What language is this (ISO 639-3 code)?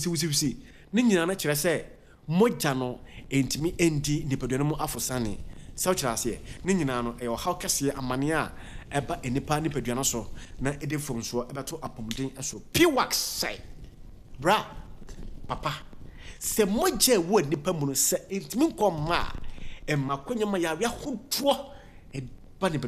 aka